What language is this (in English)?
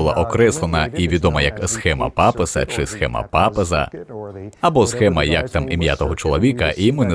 Ukrainian